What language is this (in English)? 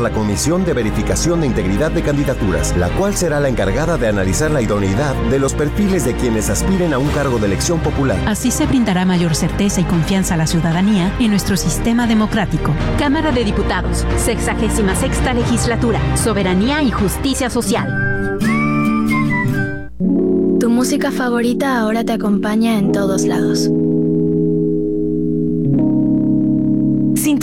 Spanish